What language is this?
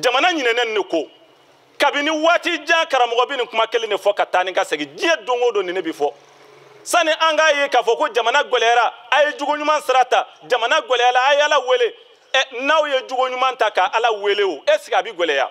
Bambara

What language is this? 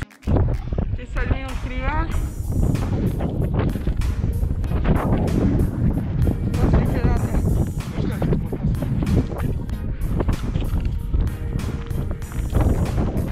Slovak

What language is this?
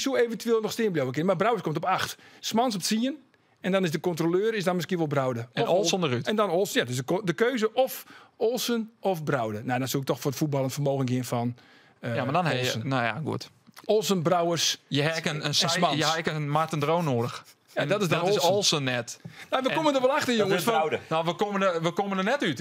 Western Frisian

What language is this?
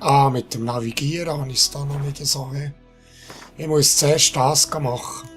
Swiss German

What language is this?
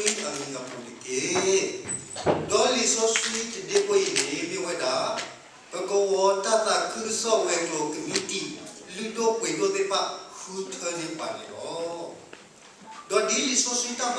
S'gaw Karen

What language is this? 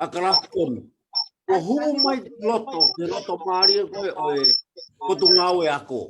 Tongan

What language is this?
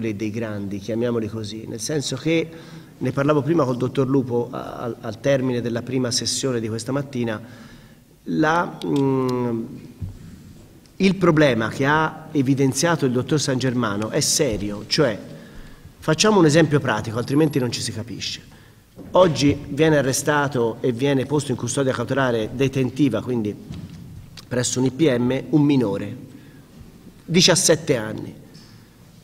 Italian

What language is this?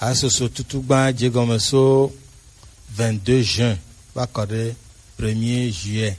Gen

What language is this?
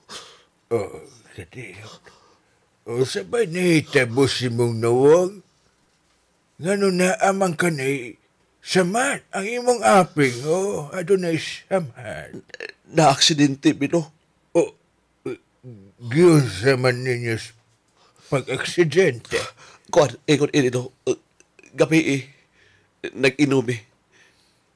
Cebuano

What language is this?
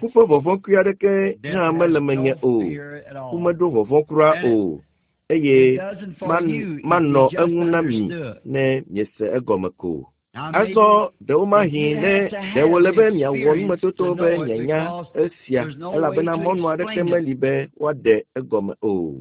Ewe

